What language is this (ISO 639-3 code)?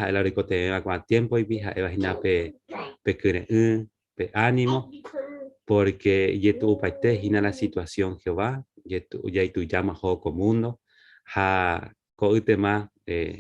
grn